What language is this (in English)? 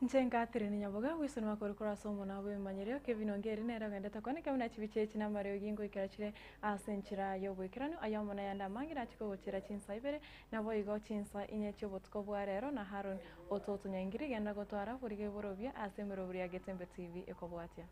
Gusii